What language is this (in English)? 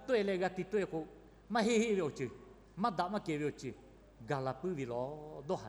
Lahu